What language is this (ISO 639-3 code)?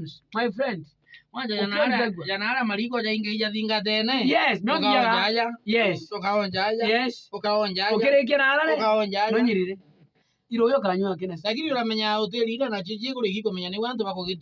mer